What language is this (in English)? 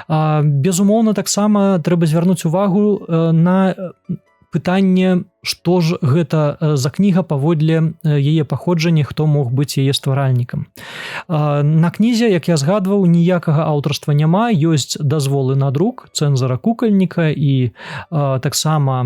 Belarusian